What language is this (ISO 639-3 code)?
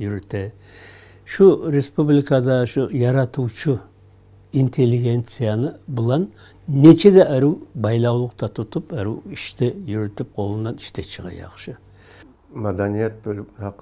kum